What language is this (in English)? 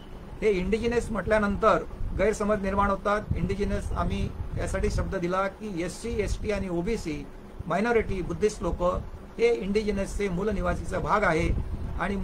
Marathi